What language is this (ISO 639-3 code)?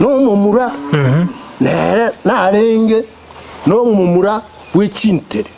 guz